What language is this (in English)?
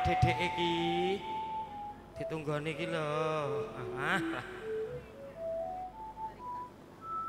Javanese